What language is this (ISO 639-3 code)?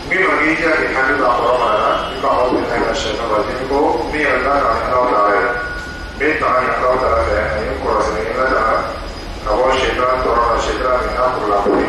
dyu